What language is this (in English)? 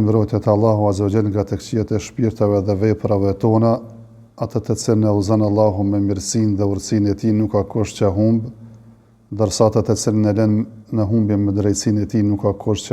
Albanian